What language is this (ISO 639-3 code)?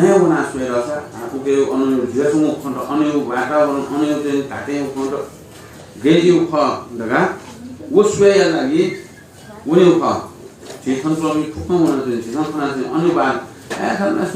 new